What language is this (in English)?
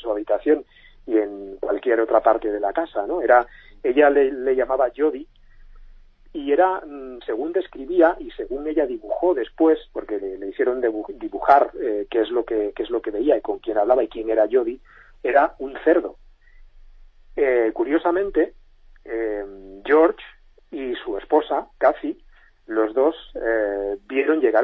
Spanish